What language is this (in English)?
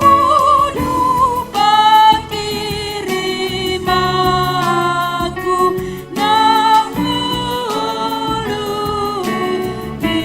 Batak Toba